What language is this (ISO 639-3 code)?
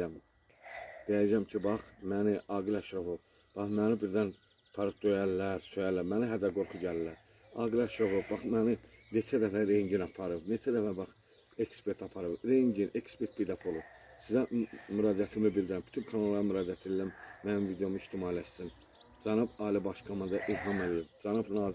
aze